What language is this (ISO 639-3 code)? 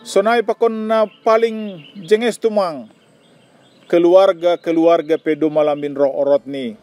bts